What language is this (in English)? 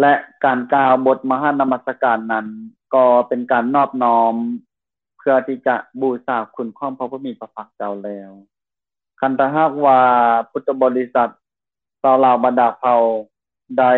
Lao